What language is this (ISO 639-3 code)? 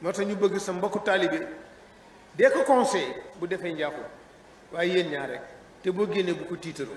wol